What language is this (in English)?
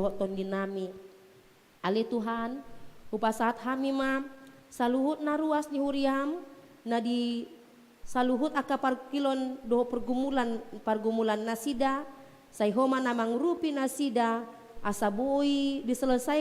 Batak Toba